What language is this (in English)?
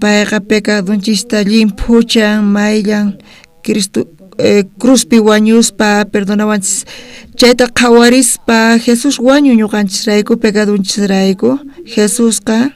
South Bolivian Quechua